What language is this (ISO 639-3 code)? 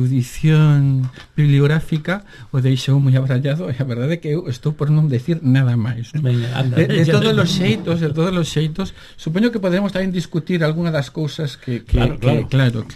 glg